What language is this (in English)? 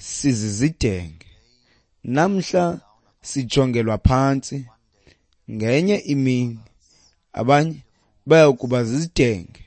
Xhosa